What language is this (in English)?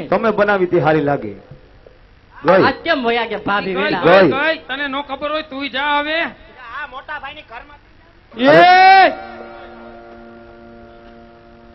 Gujarati